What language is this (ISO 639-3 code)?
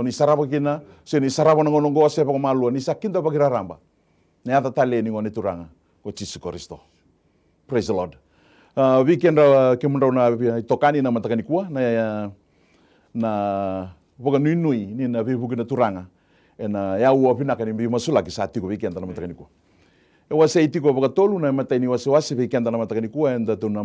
fij